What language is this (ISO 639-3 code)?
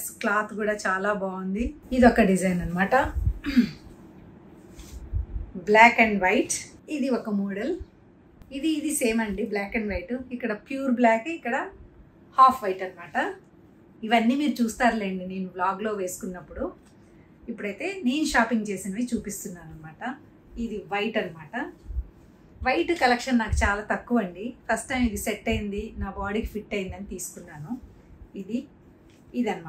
tel